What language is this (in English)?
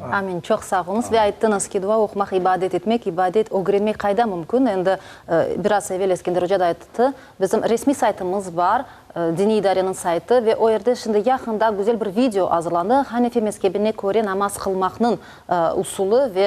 Crimean Tatar